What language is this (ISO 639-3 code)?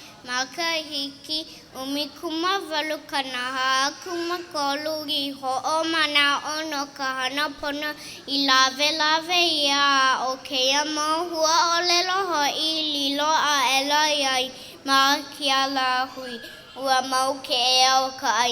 haw